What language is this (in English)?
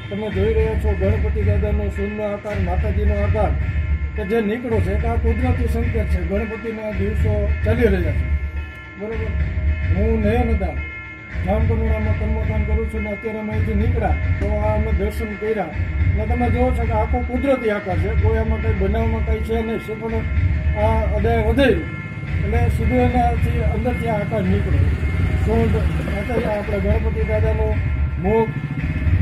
Gujarati